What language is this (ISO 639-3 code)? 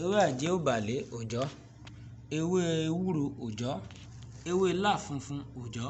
yor